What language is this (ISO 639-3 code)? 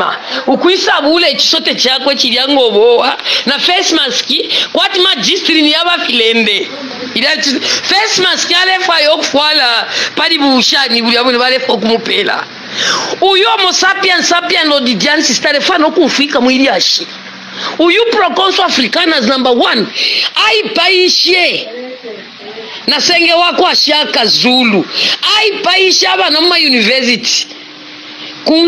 bem